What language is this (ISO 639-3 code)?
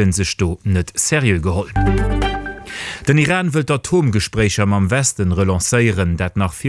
ltz